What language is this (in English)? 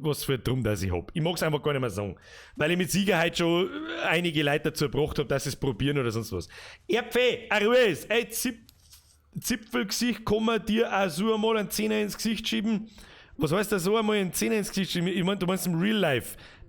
Bavarian